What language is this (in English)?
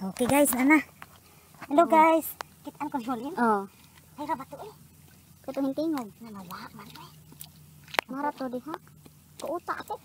Cebuano